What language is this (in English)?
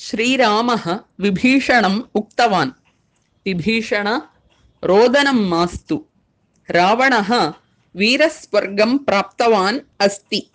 Sanskrit